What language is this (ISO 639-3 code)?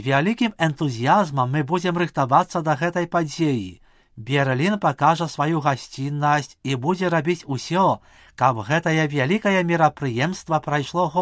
bel